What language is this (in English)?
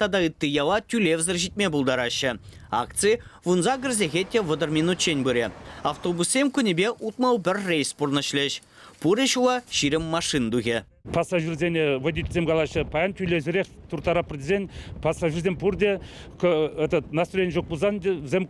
Chuvash